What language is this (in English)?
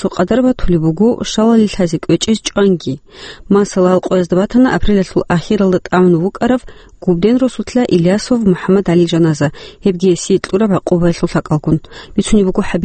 Avaric